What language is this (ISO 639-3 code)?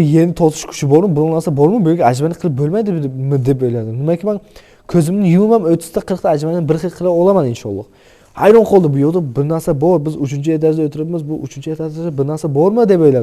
uzb